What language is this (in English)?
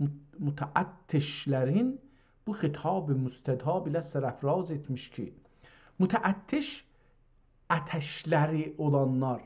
South Azerbaijani